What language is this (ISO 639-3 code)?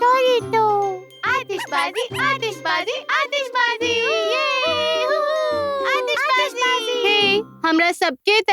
mai